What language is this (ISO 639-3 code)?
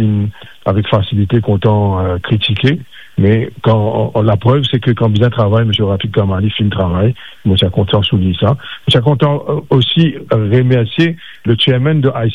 mfe